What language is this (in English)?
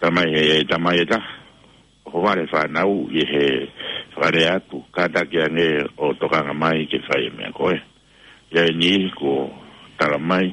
Tongan